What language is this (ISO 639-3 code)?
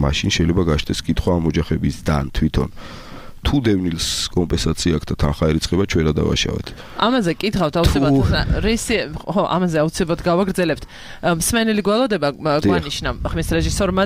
kat